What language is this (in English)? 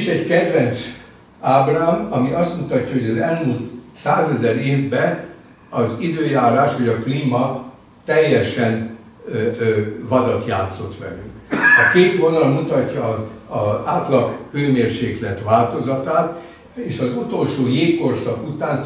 Hungarian